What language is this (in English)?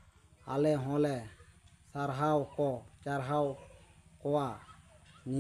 Santali